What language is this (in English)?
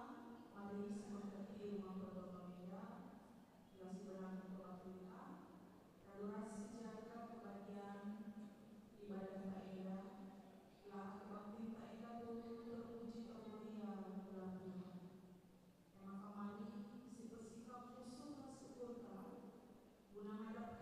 Batak Karo